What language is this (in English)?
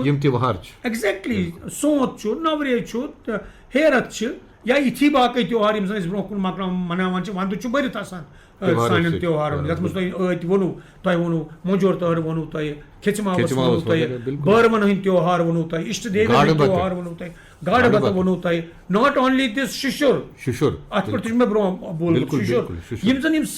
Kashmiri